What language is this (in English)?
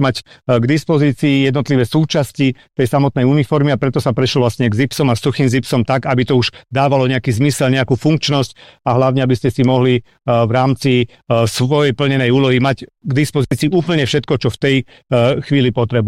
Slovak